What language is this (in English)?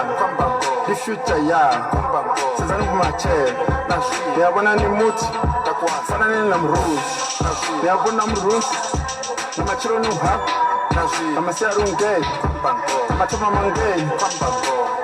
Venda